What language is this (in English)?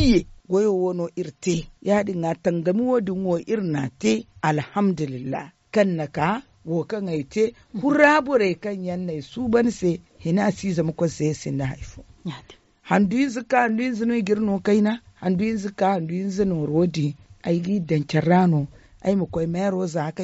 Zarma